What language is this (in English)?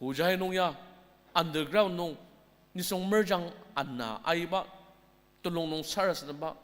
Ao Naga